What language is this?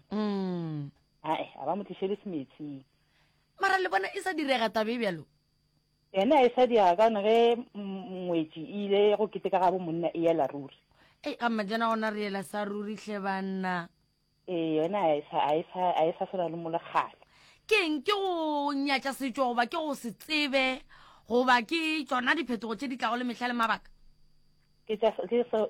Northern Sotho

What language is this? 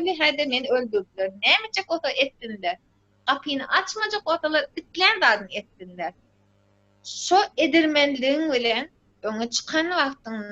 Turkmen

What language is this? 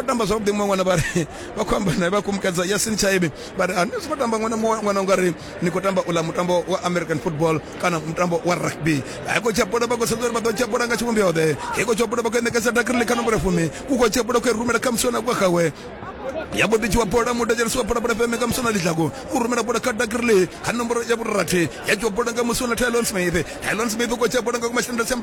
Venda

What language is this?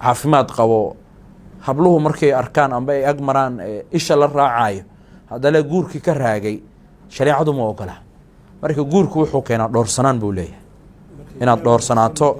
Somali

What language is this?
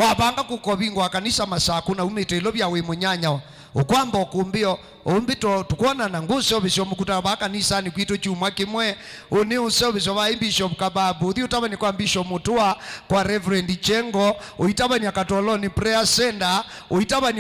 Kamba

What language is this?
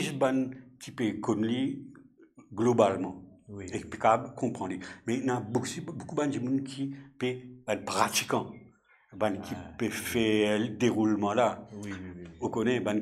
Morisyen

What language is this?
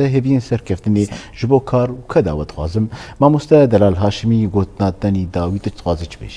Kurdish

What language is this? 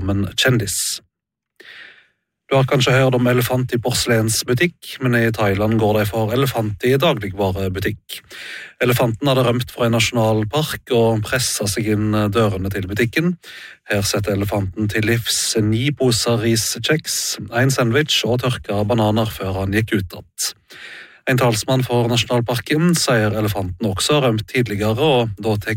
Norwegian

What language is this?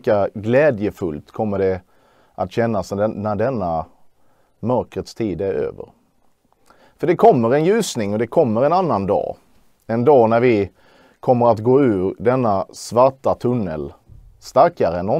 Swedish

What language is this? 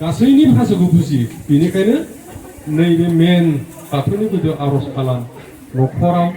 Bodo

